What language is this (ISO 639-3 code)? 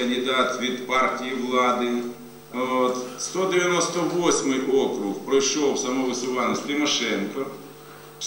ukr